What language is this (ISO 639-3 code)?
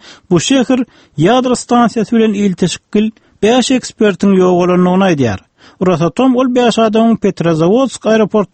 tuk